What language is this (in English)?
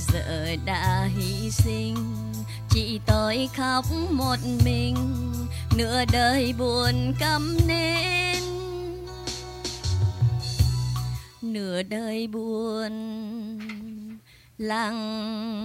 Vietnamese